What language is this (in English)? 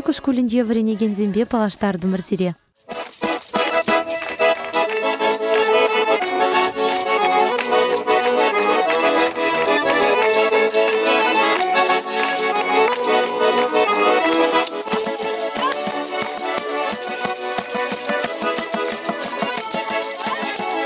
Chuvash